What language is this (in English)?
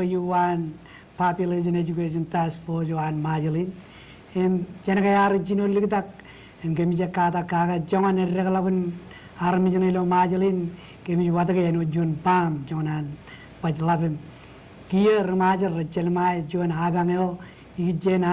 Marshallese